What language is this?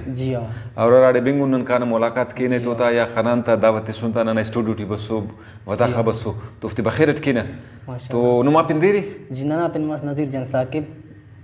Brahui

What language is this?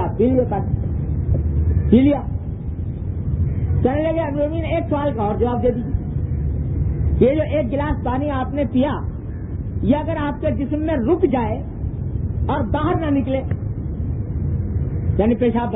Urdu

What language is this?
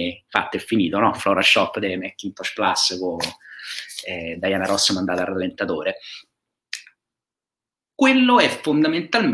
Italian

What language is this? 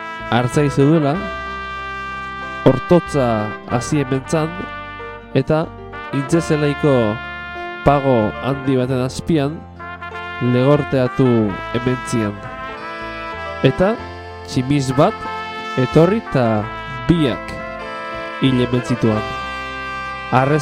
Basque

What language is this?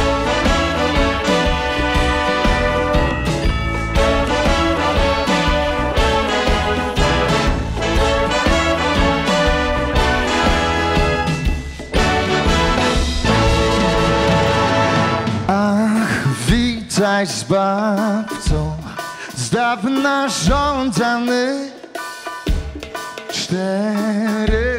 Polish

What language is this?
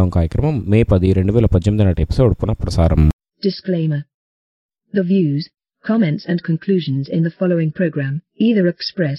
Telugu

